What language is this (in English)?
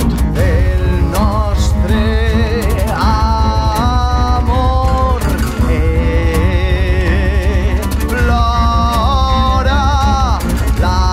Catalan